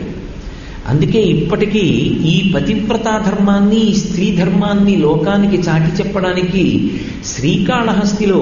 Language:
Telugu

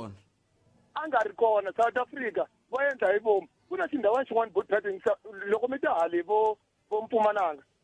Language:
Tsonga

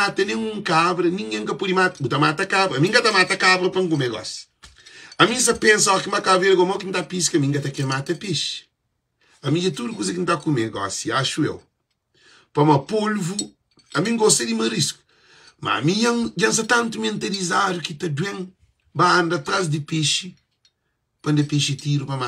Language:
Kabuverdianu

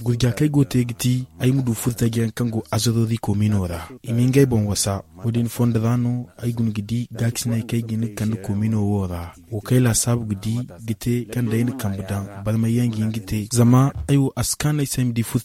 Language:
Zarma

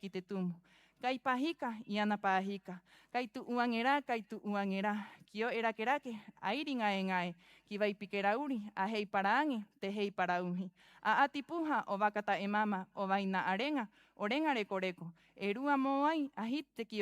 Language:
Rapanui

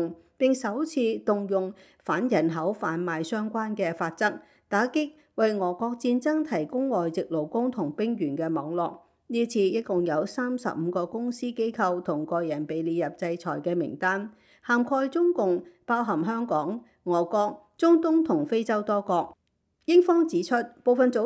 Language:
Cantonese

